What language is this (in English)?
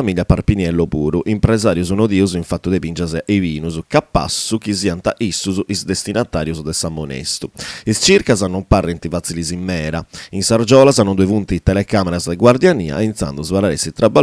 Sardinian